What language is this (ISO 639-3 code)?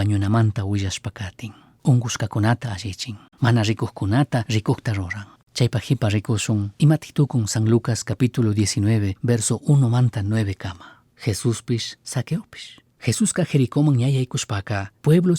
qug